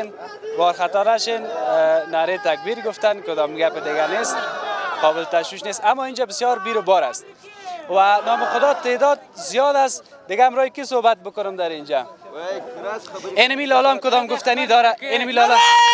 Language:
Persian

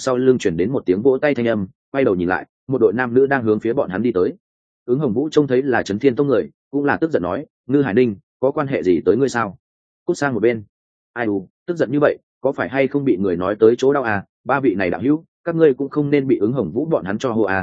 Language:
Vietnamese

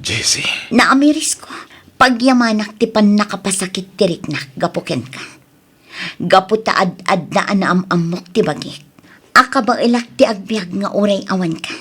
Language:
Iloko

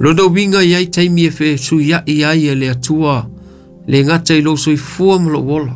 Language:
Samoan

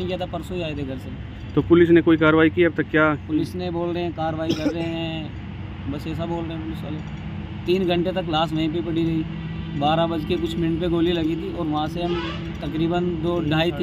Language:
Hindi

